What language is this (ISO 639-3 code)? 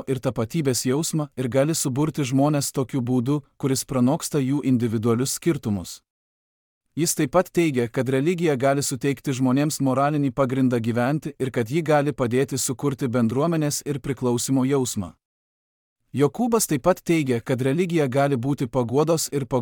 lit